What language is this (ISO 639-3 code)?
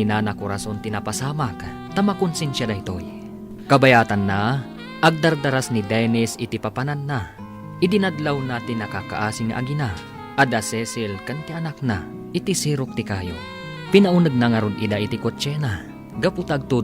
ilo